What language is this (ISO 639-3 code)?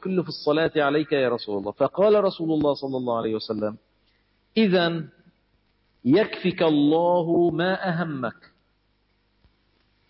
ara